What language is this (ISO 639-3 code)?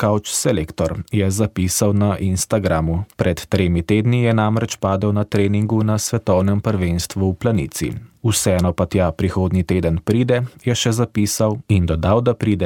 slv